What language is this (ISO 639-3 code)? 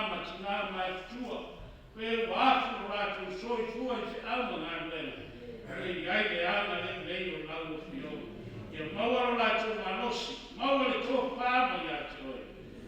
smo